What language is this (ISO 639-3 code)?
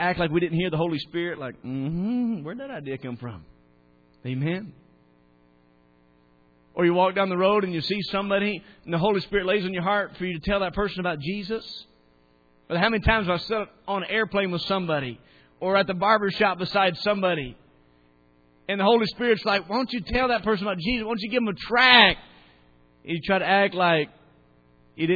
eng